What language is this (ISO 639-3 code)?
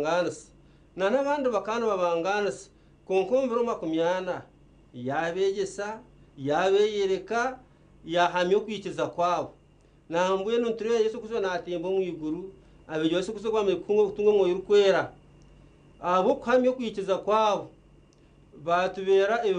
nyn